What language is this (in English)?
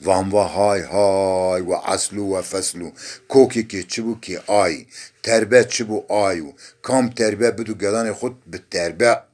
Zaza